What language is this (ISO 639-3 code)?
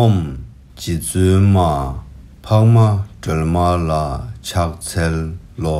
bod